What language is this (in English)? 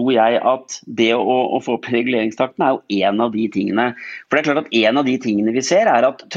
Norwegian